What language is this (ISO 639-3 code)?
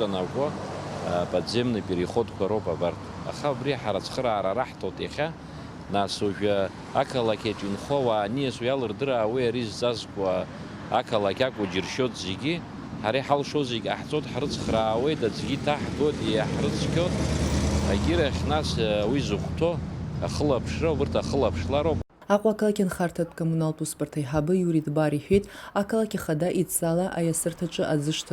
abk